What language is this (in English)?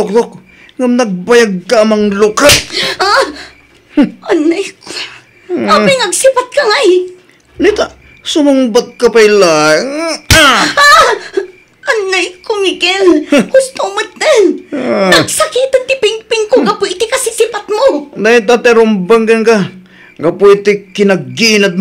Iloko